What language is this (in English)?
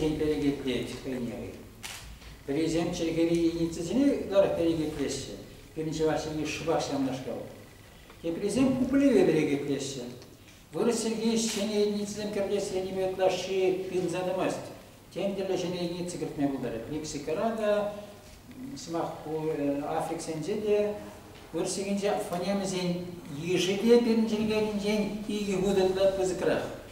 Chuvash